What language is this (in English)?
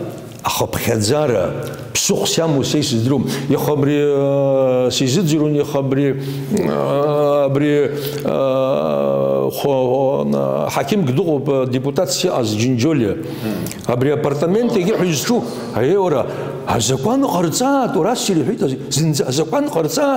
Abkhazian